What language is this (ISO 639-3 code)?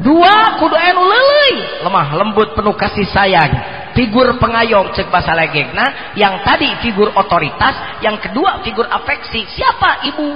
sun